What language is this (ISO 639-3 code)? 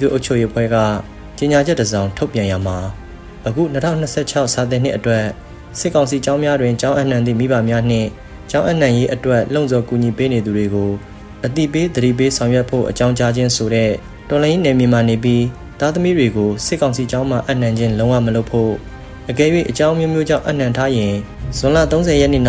mya